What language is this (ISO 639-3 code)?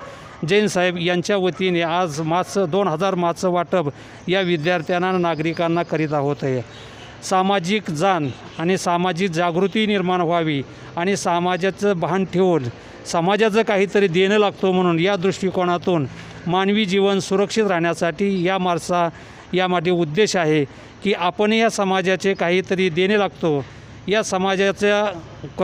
mar